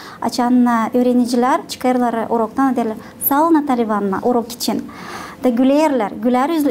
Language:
Gagauz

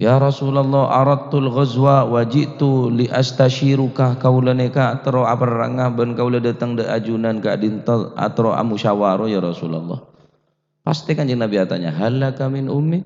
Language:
Madurese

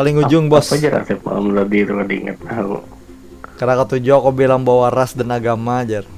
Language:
Banjar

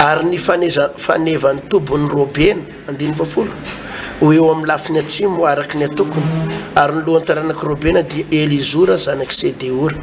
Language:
Malagasy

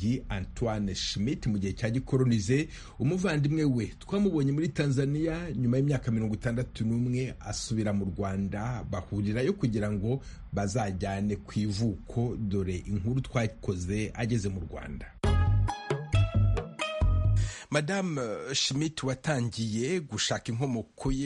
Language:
Kinyarwanda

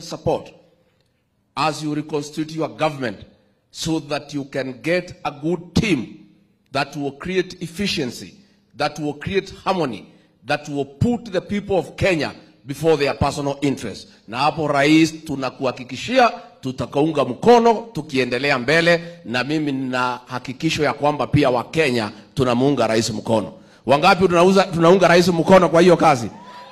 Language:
Swahili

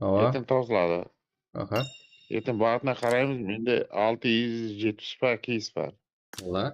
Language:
Kara-Kalpak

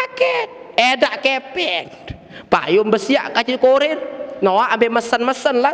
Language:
Sasak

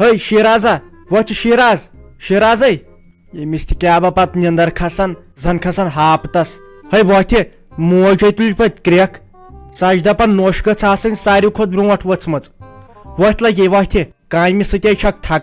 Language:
Kashmiri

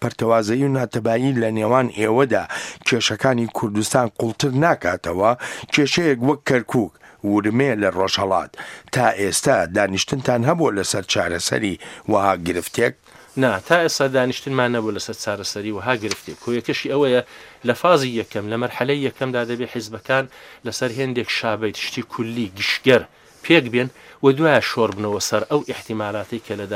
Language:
Central Kurdish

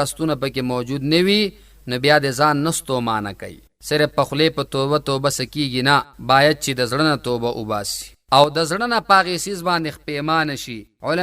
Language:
Pashto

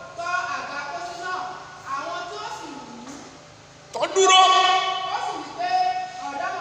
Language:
Yoruba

